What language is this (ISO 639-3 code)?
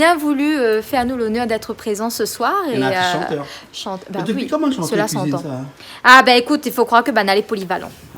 rcf